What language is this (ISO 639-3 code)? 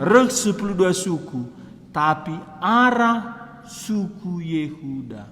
btx